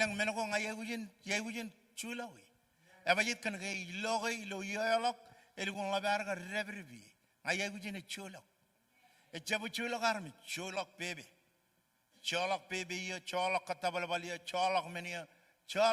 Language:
Marshallese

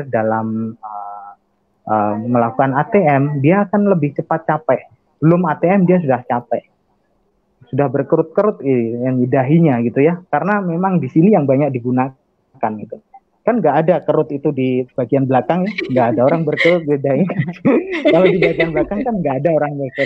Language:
Indonesian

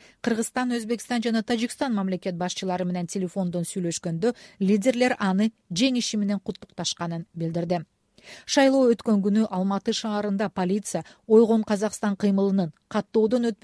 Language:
Kyrgyz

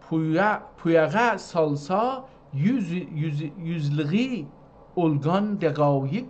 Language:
South Azerbaijani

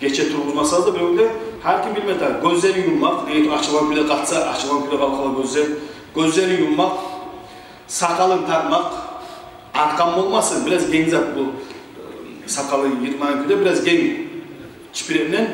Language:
Kumyk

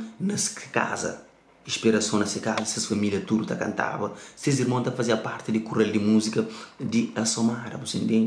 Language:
Kabuverdianu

